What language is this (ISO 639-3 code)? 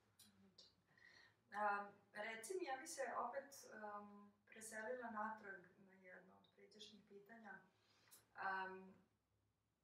srp